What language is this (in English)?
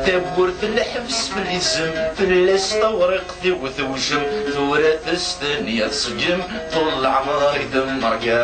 Kabyle